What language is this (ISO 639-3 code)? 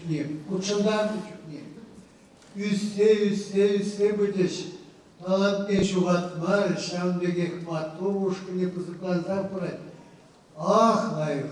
chv